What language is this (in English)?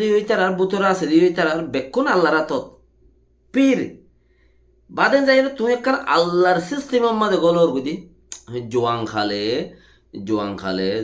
Rohingya